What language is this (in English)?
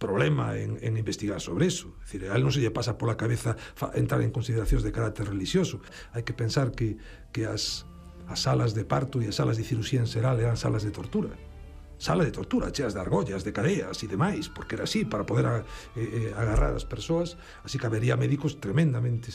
Galician